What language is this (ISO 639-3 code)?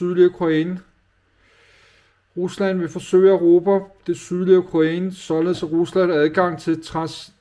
dan